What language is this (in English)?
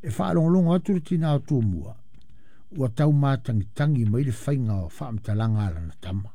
Samoan